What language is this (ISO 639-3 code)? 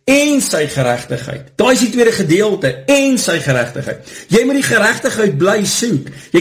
afr